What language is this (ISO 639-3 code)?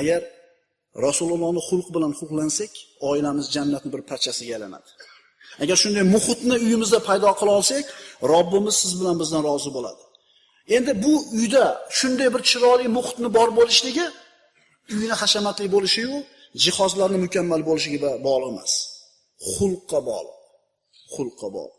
uzb